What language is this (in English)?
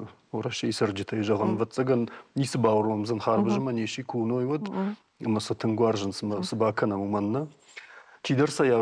Ossetic